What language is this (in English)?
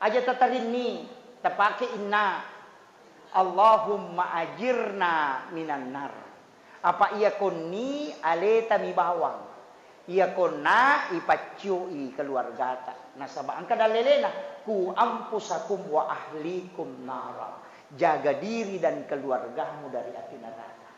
Buginese